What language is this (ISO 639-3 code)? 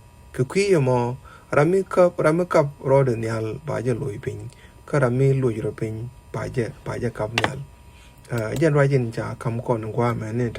nus